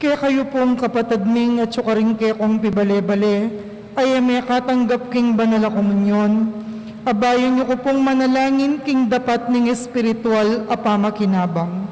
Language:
Pampanga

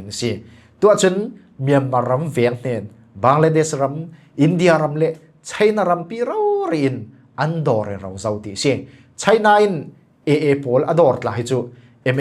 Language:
Falam Chin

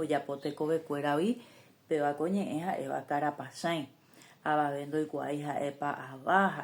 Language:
Guarani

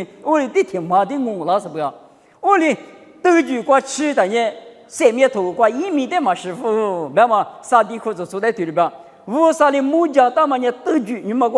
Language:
Lisu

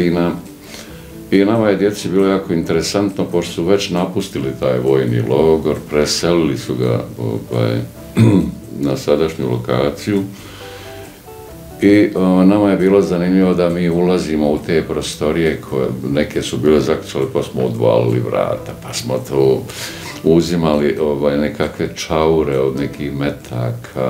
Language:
Bosnian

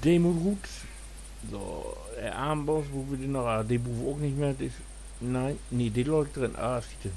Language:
Low German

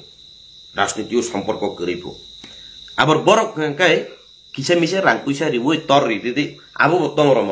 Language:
Kok Borok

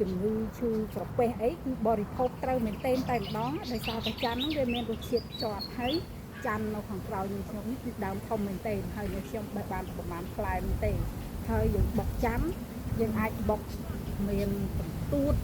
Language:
Khmer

